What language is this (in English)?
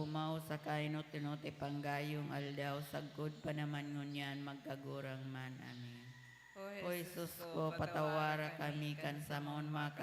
Bikol